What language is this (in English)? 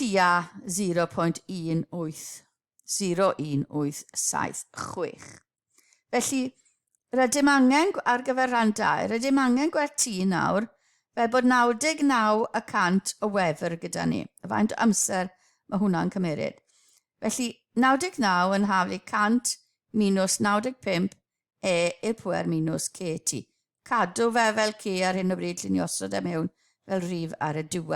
Welsh